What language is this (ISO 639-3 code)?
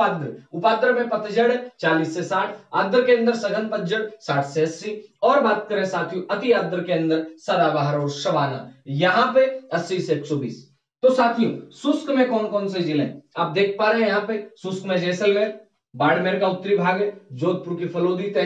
hin